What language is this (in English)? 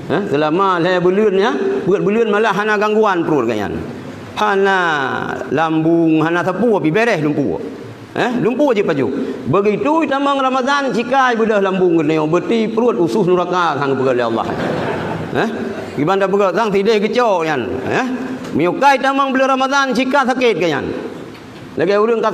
Achinese